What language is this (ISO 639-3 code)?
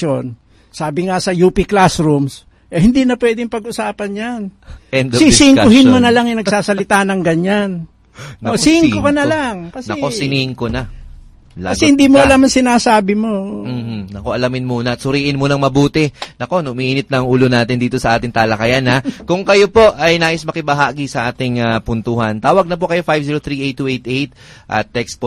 fil